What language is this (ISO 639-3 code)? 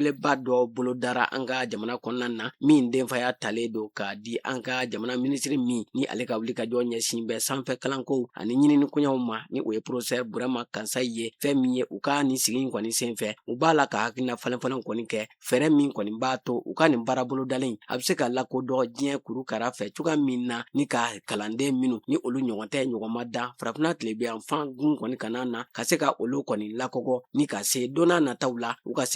bam